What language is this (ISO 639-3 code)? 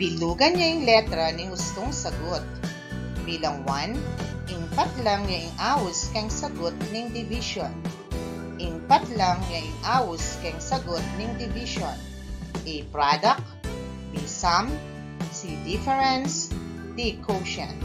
pam